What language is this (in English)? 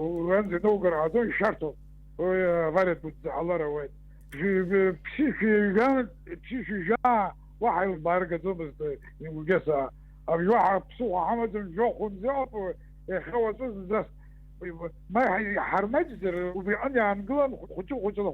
Abkhazian